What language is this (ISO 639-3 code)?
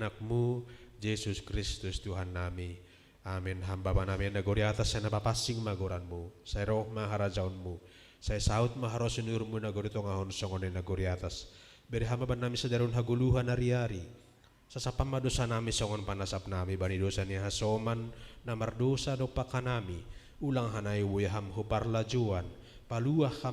bts